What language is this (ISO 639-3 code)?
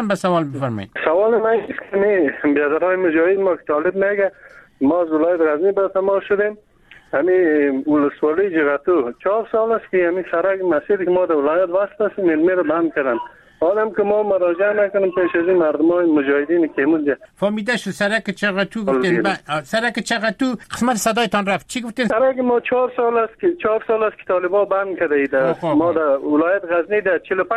fas